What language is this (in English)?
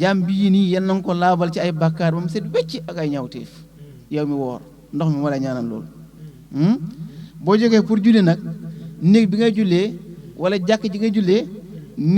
Wolof